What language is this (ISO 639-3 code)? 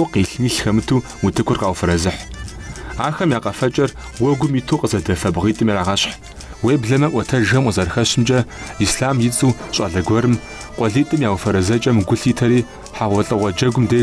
kbd